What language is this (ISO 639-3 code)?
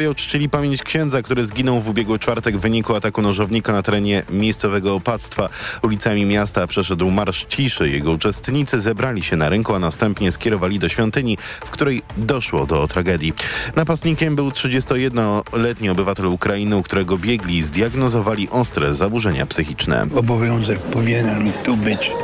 pol